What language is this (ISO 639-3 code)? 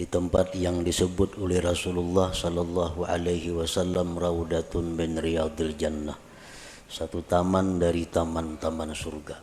bjn